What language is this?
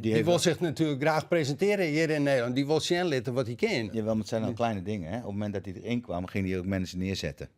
Western Frisian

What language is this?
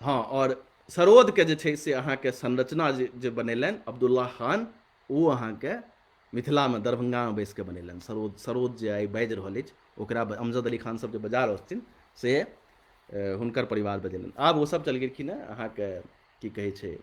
Maithili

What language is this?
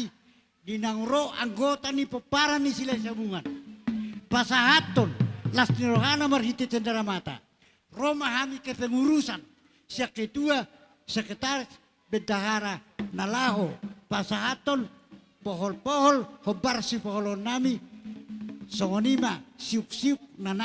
Batak Toba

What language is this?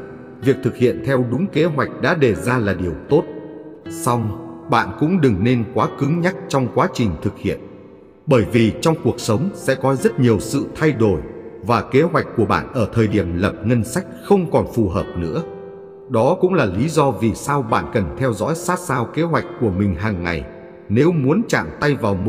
Vietnamese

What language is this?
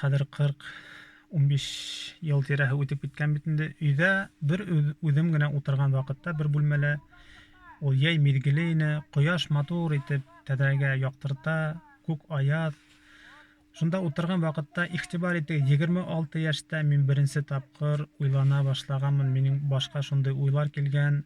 Bashkir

